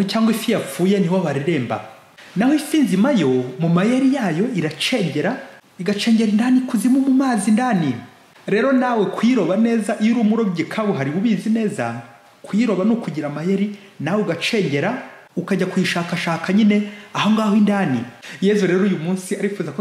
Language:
Kinyarwanda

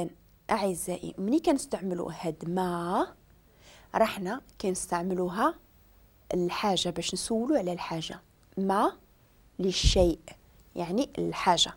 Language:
Moroccan Arabic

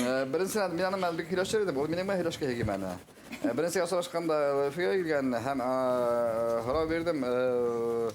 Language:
Bashkir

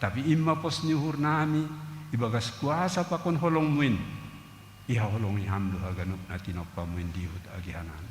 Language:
Batak Simalungun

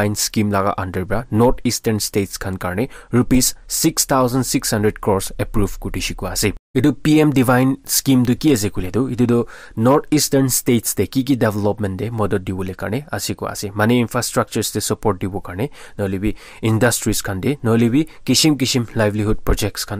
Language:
Naga Pidgin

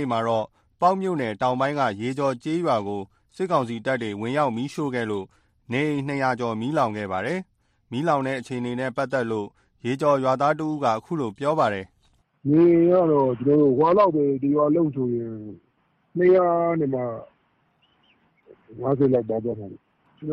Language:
Burmese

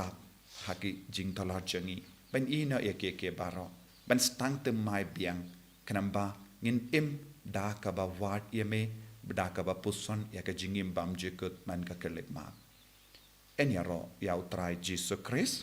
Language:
Khasi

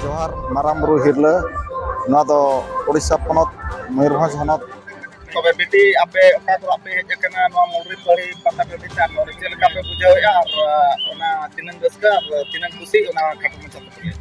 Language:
Santali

